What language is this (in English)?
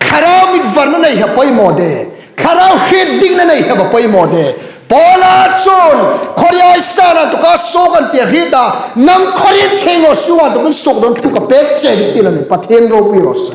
Hmar